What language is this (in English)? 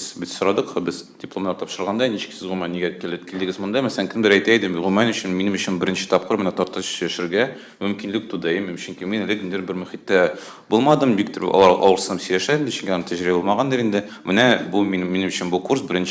Tatar